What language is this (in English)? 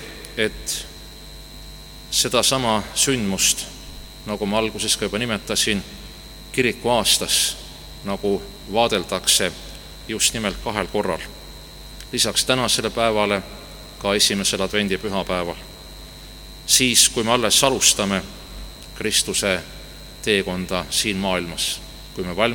Estonian